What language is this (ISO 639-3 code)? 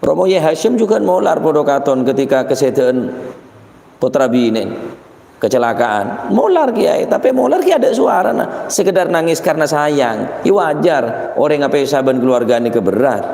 mad